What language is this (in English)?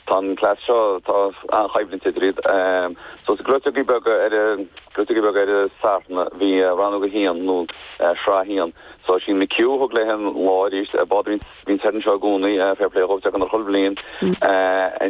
Irish